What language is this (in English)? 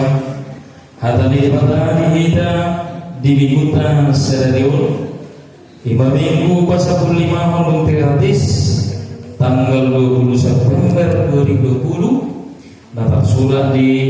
Batak Toba